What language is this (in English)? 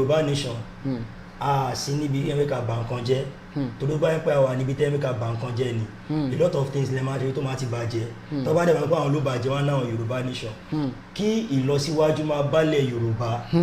Yoruba